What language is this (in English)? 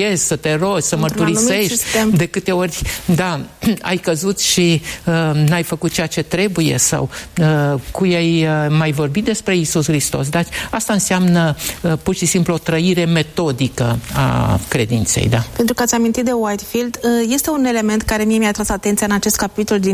Romanian